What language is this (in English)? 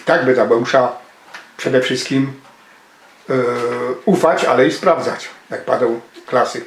Silesian